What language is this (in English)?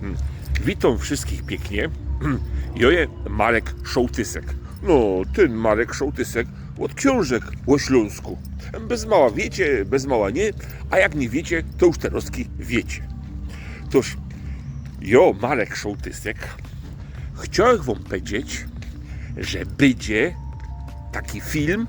Silesian